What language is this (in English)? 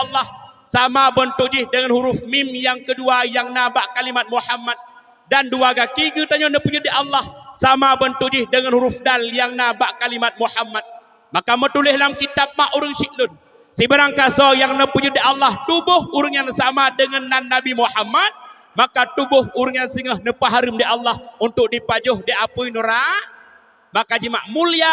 Achinese